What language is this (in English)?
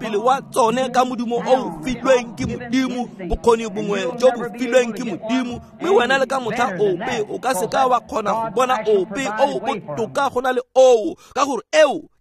Tswana